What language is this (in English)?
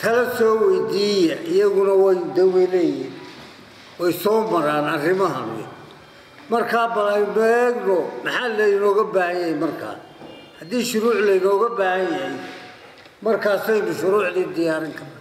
Somali